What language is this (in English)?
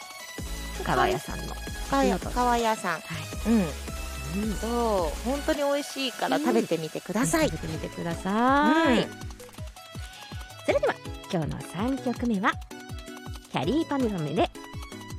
Japanese